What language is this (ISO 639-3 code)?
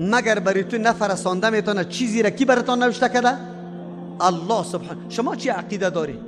fas